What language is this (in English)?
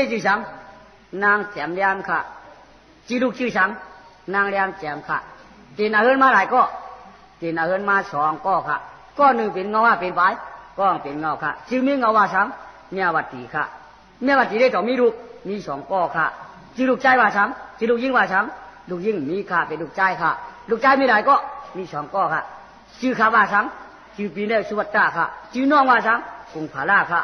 Shan